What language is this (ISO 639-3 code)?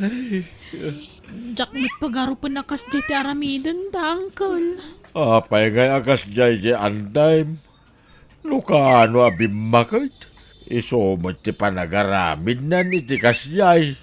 ilo